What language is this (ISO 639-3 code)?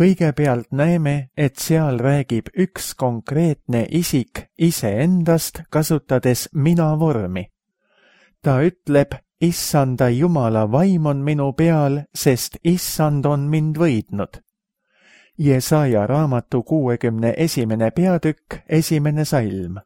est